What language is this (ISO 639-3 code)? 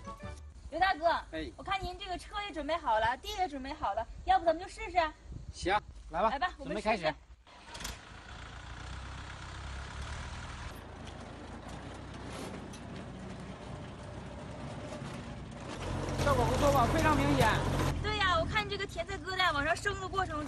zho